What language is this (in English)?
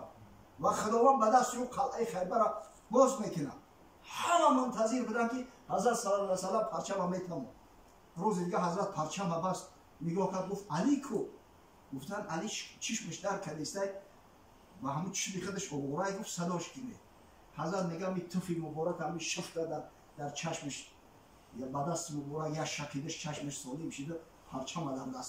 Tajik